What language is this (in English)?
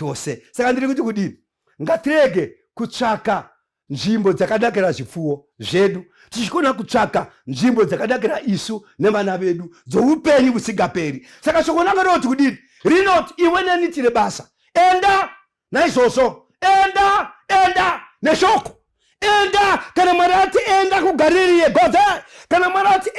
Shona